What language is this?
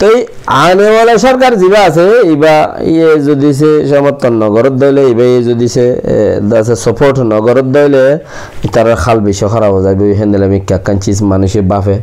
Rohingya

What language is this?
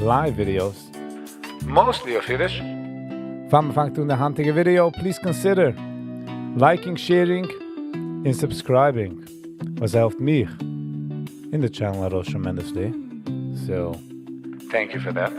Yiddish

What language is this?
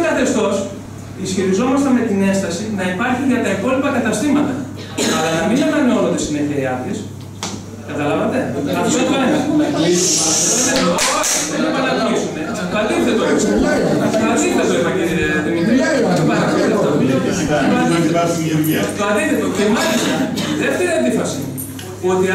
Greek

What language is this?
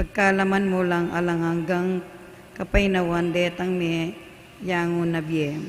Pampanga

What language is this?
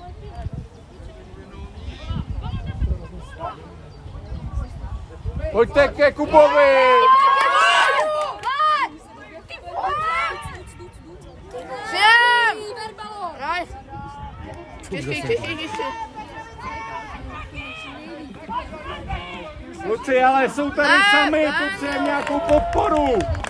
Czech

